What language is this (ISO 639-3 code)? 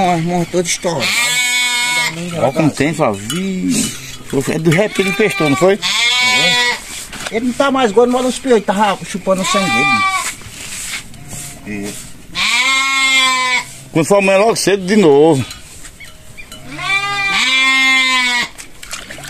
por